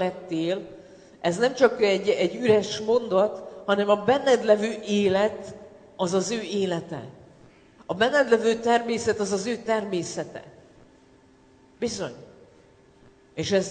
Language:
Hungarian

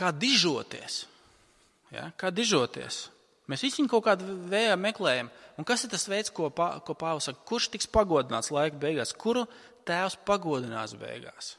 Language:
Latvian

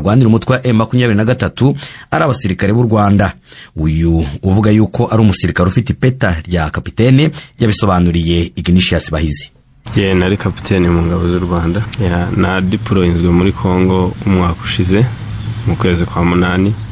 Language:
Kinyarwanda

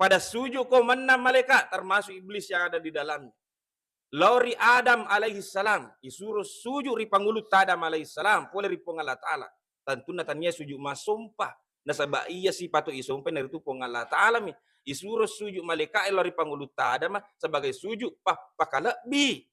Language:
Buginese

